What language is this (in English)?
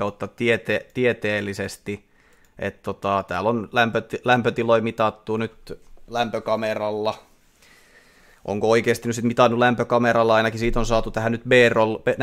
Finnish